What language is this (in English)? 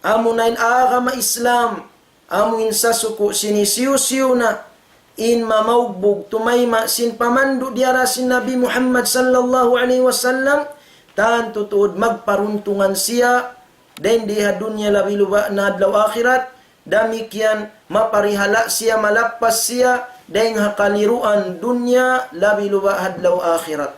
Tausug